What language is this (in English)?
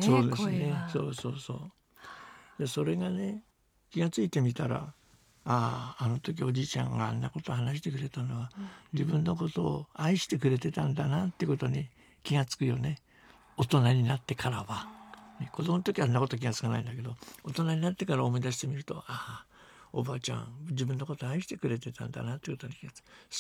Japanese